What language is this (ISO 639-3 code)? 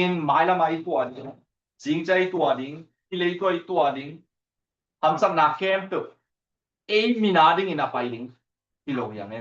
ctd